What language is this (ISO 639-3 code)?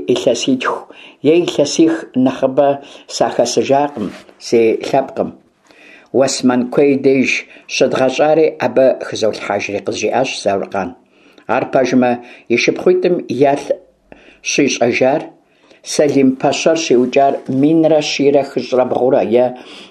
kbd